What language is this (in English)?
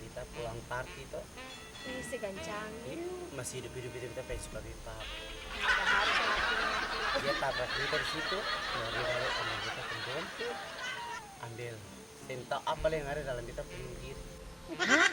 Ambonese Malay